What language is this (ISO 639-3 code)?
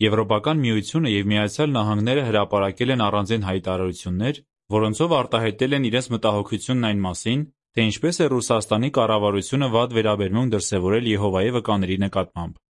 hye